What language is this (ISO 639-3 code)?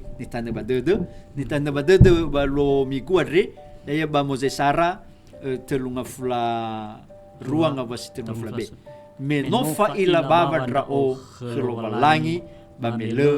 nia